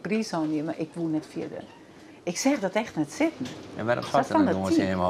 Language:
Western Frisian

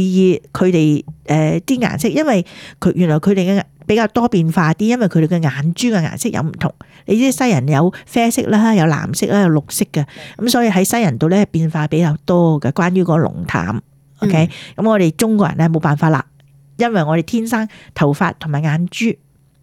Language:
Cantonese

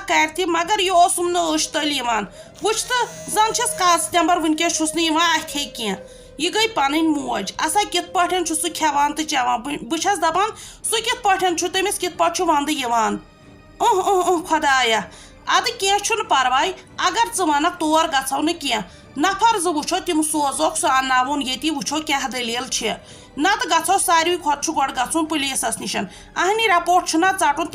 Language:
Kashmiri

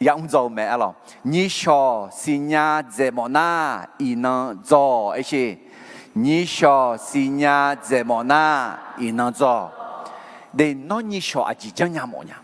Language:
Akha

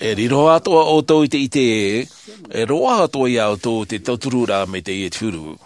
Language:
Tahitian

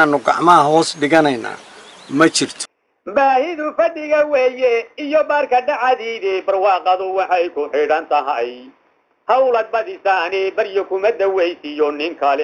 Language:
Somali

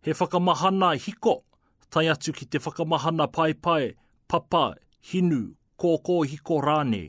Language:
Māori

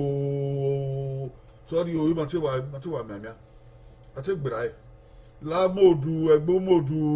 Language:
Bini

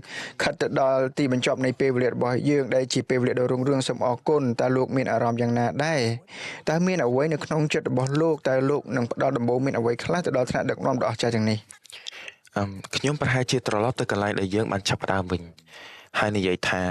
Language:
Khmer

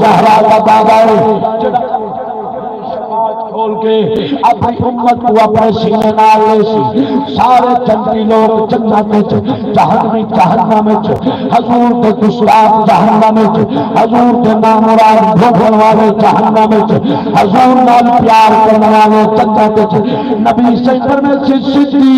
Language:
Saraiki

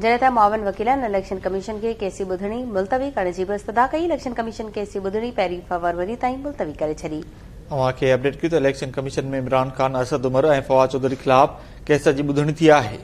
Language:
Sindhi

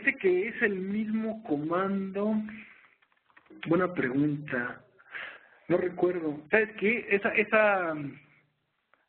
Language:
Spanish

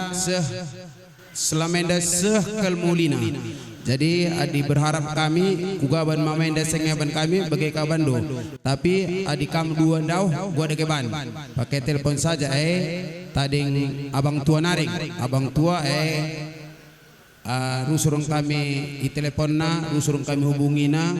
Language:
Batak Karo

